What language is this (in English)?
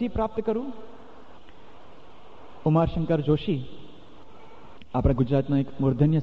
Gujarati